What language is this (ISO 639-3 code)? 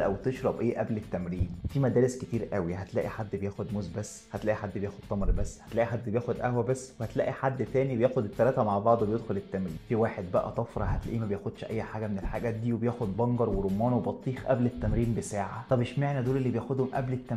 arz